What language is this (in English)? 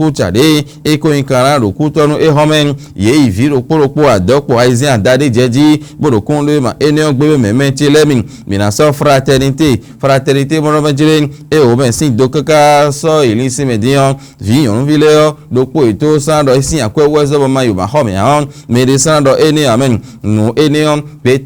Fon